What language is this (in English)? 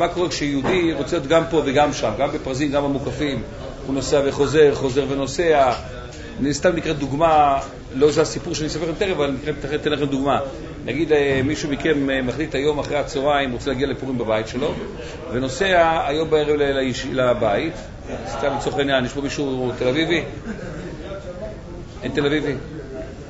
Hebrew